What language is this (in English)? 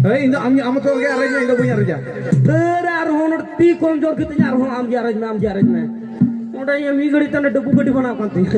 Santali